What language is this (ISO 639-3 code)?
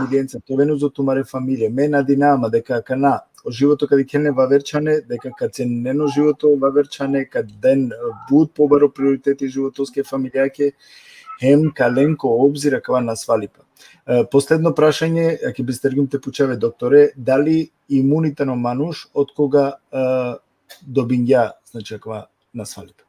rmn